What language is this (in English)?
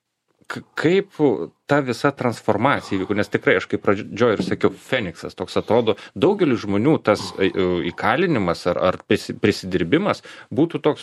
Lithuanian